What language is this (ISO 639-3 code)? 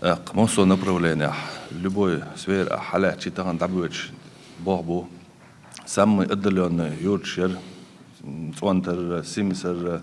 che